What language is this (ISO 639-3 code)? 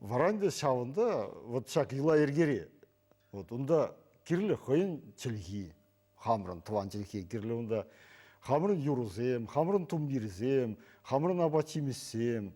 chv